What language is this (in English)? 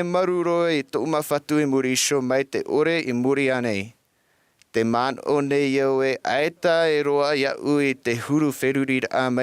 Tahitian